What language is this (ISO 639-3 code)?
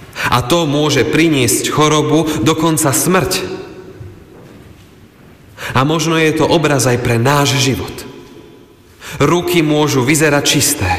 slk